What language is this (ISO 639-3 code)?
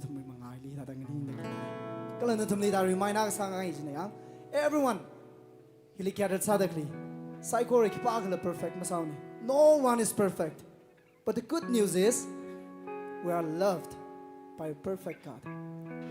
nmf